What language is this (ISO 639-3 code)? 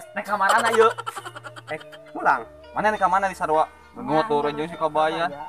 sun